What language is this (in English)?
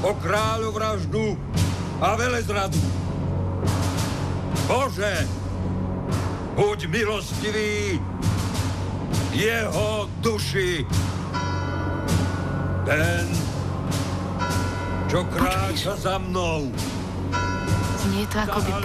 Slovak